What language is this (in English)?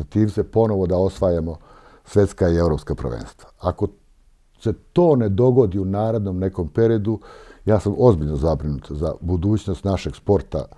Serbian